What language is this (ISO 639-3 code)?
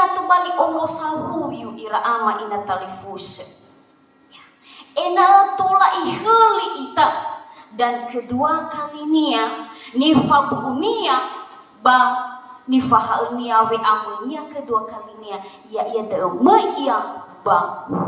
nia